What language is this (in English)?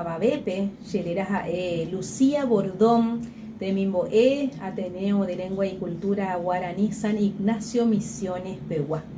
Guarani